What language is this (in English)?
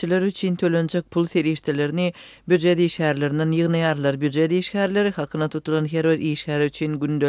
Turkmen